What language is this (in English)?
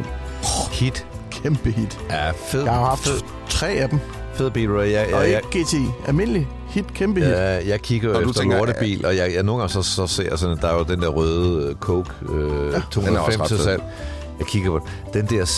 Danish